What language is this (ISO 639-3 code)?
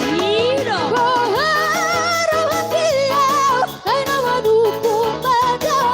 bbc